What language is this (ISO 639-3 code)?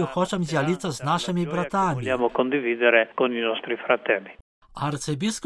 bel